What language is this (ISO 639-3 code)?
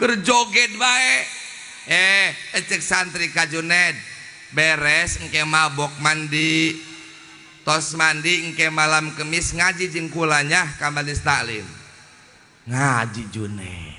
sun